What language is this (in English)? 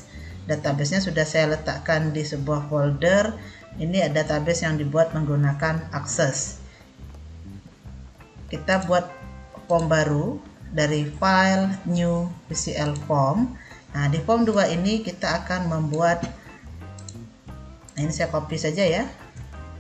Indonesian